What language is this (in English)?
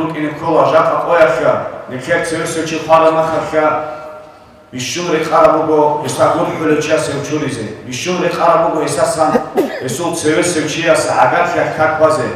Avaric